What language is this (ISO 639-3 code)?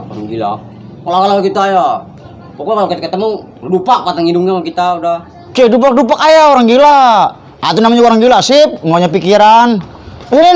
bew